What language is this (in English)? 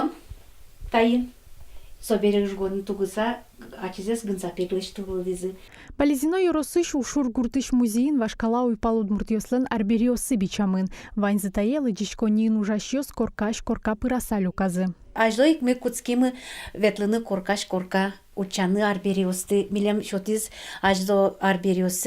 Udmurt